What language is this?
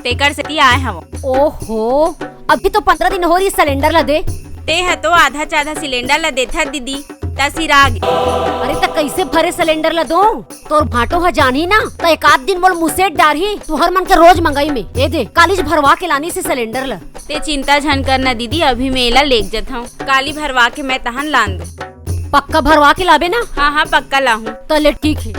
Chhattisgarhi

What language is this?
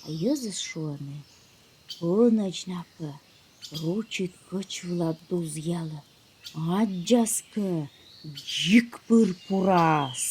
Komi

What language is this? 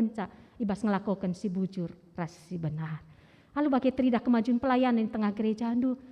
Batak Karo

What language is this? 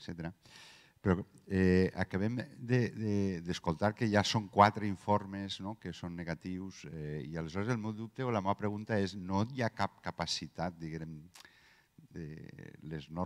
Catalan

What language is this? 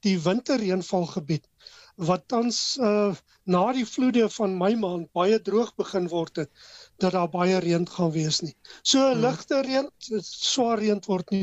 Afrikaans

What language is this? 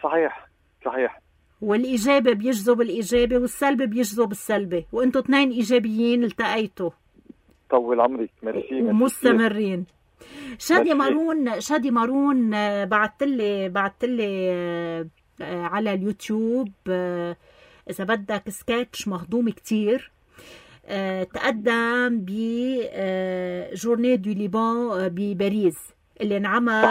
North Levantine Arabic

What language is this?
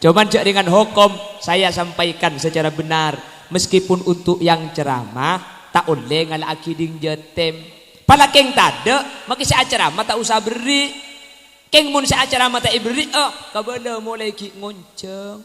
Madurese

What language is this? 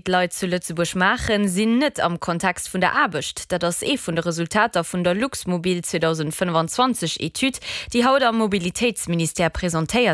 Luxembourgish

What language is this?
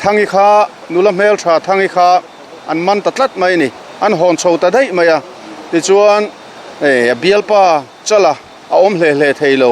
Mizo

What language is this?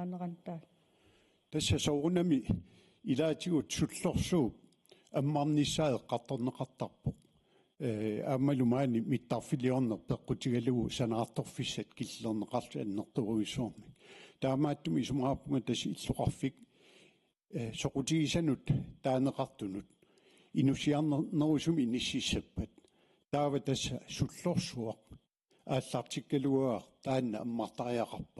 Kalaallisut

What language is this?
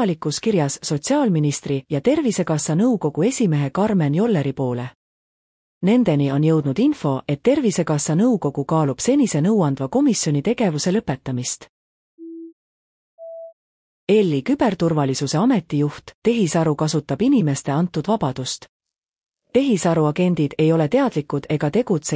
Estonian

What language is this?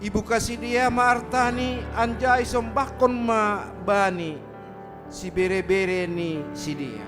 Batak Simalungun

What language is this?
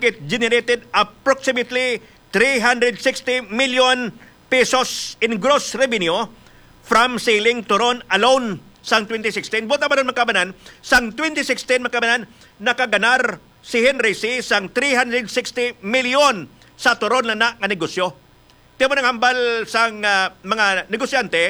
Hiligaynon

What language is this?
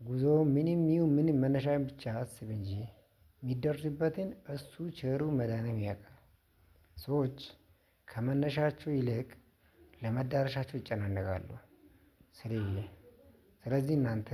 Amharic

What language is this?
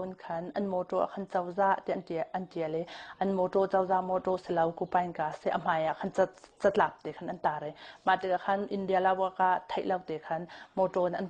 Hakha Chin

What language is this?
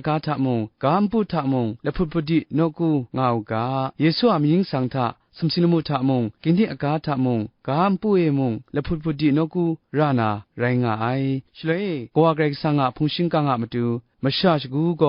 Kachin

